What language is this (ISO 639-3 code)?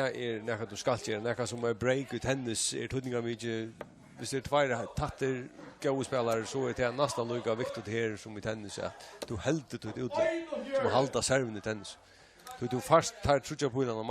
fao